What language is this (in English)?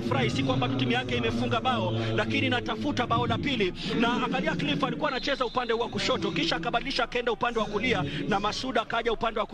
Swahili